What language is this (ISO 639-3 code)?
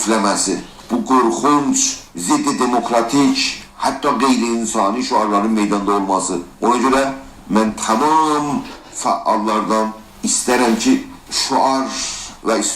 azb